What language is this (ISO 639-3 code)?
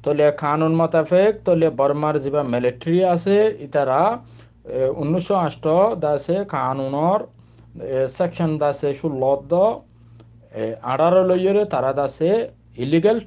rhg